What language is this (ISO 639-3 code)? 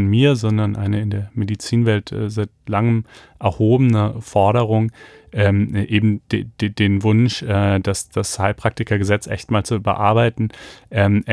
deu